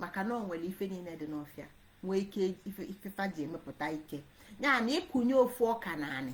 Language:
Igbo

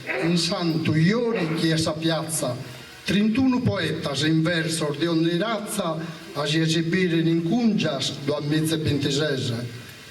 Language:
Sardinian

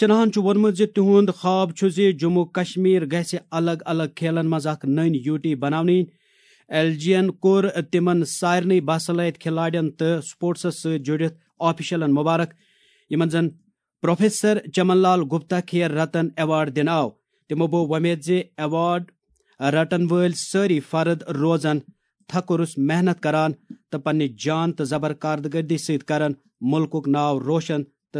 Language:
Kashmiri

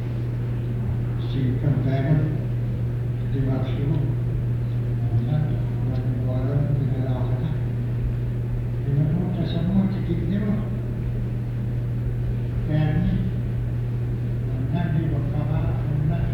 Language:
Indonesian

